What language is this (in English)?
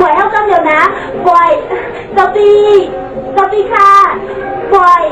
Shan